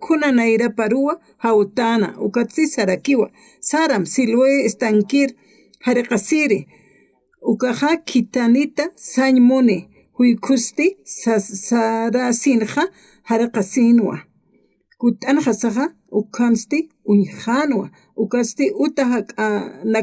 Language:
Aymara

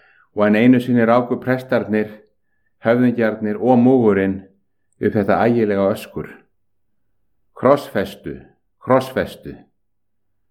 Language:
Icelandic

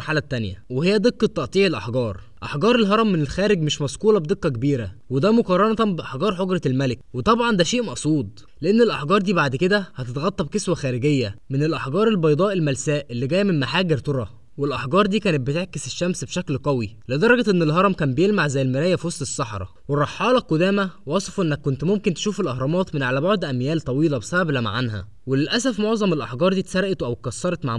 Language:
Egyptian Arabic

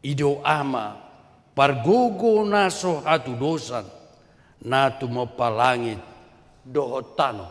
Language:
Batak Toba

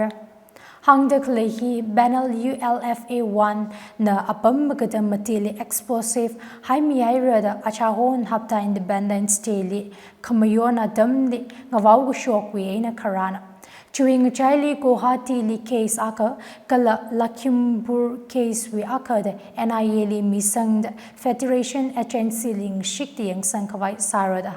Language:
Tangkhul Naga (India)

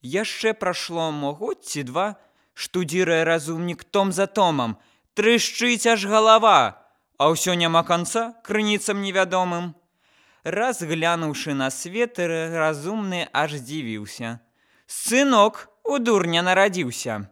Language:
Belarusian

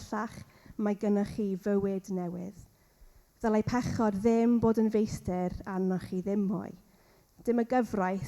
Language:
Welsh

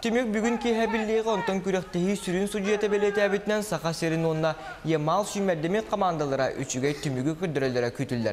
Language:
Yakut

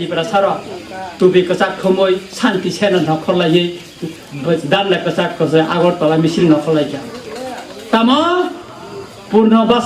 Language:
Kok Borok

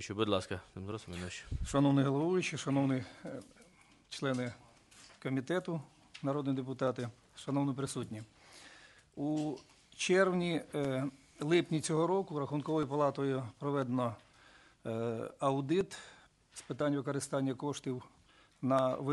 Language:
Ukrainian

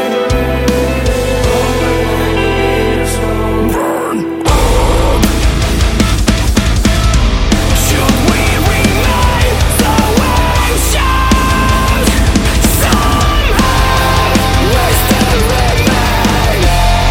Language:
Basque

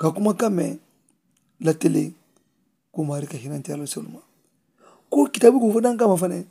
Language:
Mandingo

